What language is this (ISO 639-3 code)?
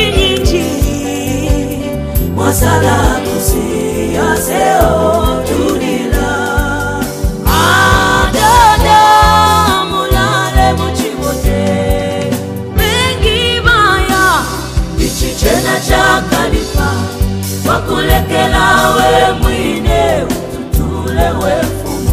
bem